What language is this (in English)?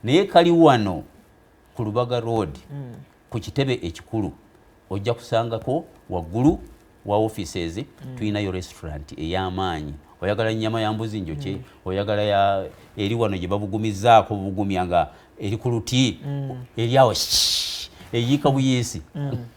Ganda